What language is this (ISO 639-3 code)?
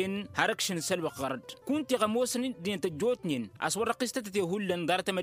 taq